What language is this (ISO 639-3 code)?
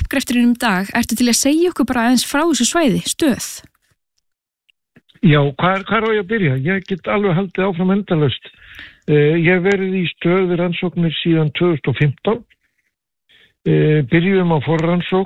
isl